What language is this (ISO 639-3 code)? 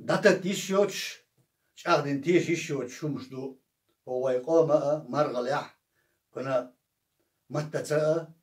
che